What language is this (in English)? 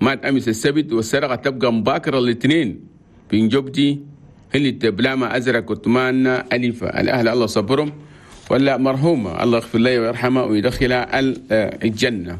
Chadian Arabic